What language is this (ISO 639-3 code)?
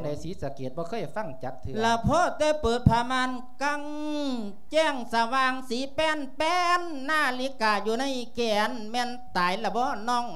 lao